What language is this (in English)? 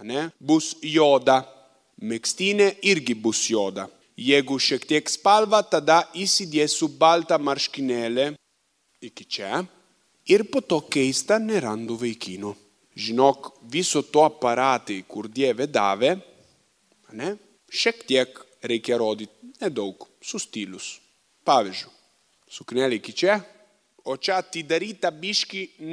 Lithuanian